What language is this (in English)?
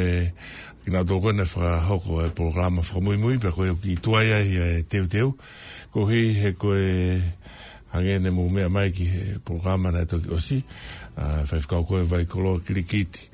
Tongan